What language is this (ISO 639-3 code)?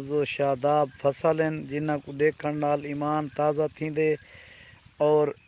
skr